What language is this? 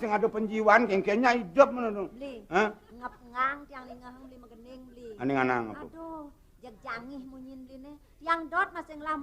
Balinese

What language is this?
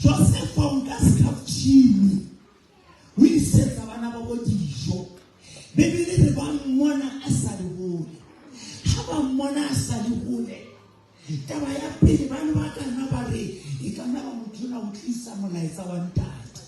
Southern Sotho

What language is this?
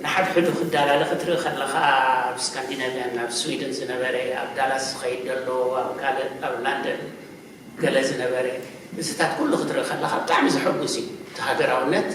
Tigrinya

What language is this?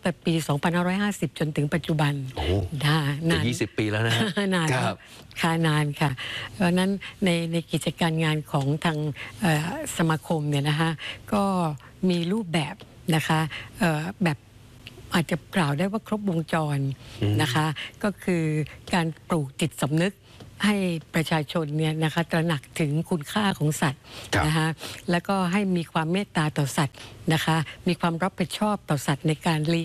Thai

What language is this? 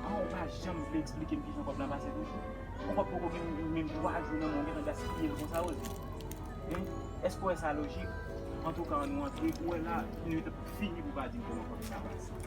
Haitian Creole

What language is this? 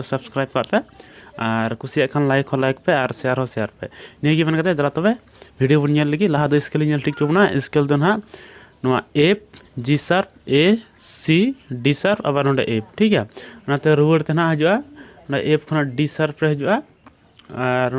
Santali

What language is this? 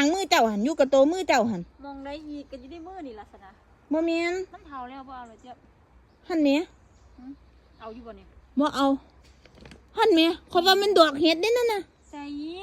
Lao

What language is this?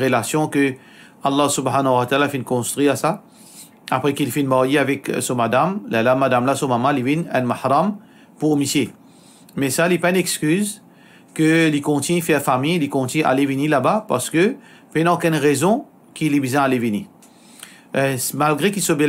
Morisyen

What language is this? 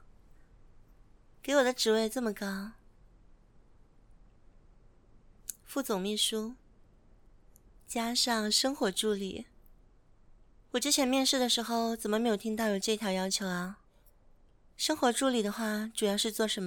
Chinese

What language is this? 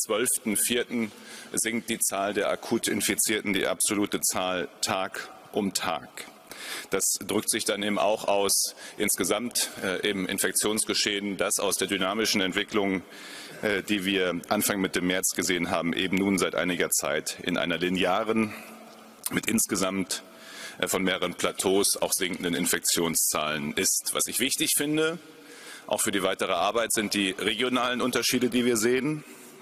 German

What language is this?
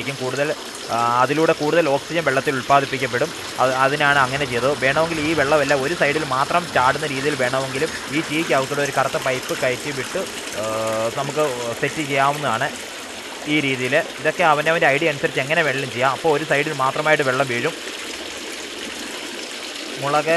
Malayalam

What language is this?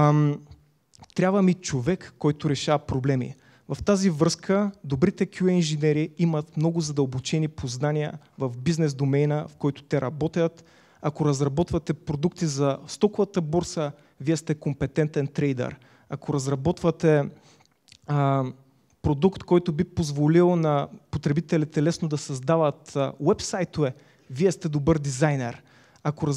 Bulgarian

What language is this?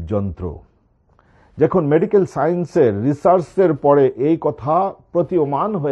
Bangla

